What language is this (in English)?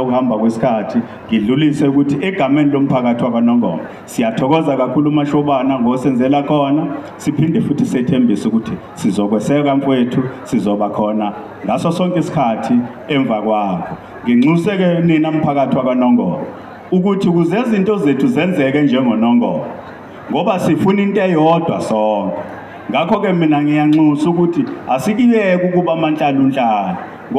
Zulu